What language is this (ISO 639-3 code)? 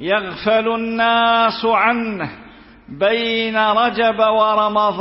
ara